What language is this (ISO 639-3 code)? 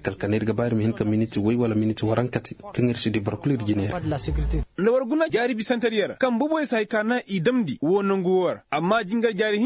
ses